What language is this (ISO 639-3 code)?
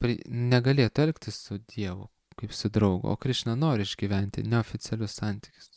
lit